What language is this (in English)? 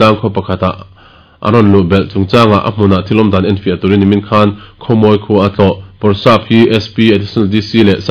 Mizo